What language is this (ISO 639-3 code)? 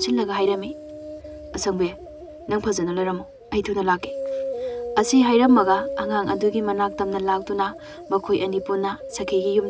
mni